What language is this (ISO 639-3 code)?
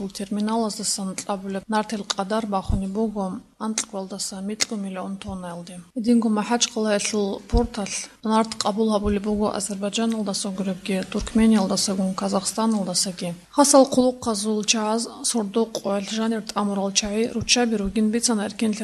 ava